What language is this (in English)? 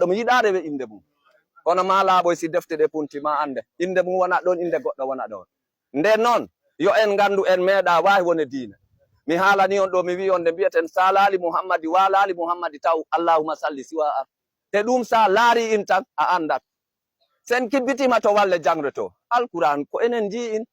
Fula